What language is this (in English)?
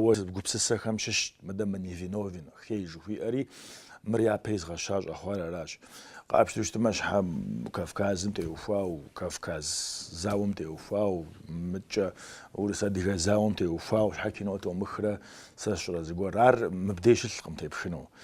Kabardian